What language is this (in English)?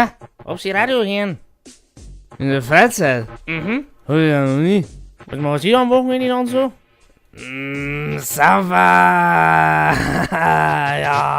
Bavarian